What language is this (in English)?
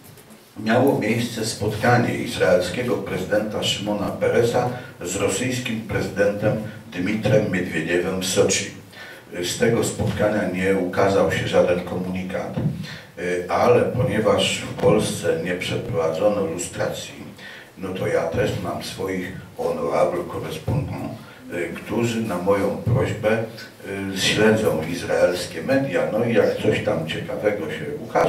Polish